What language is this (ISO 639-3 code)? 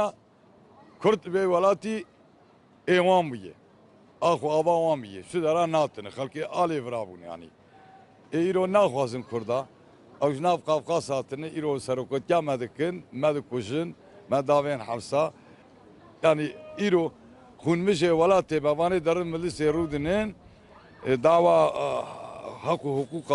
kur